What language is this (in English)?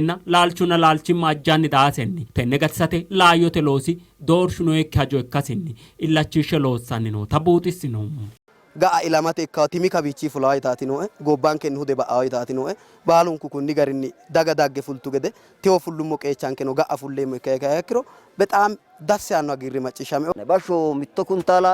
Sidamo